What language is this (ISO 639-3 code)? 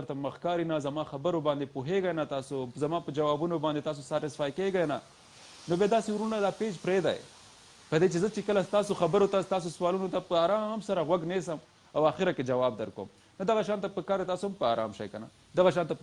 pus